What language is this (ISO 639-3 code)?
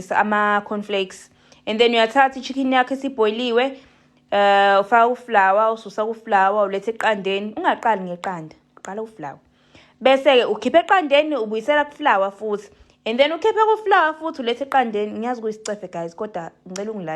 zul